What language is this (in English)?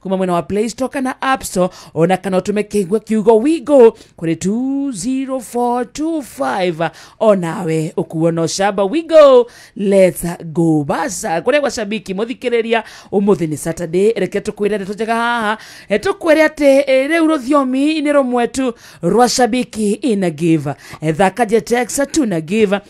Kikuyu